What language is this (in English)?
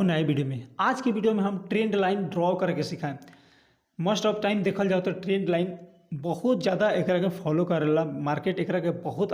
Bhojpuri